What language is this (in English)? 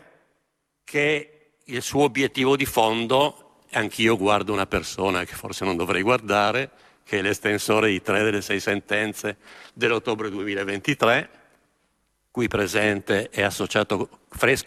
Italian